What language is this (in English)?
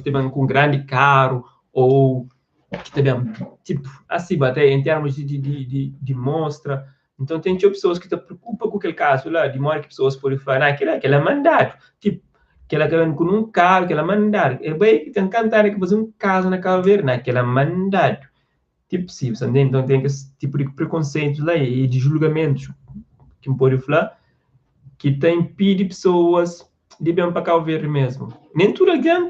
Kabuverdianu